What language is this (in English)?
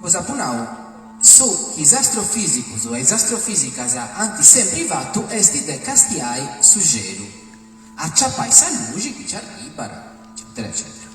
Sardinian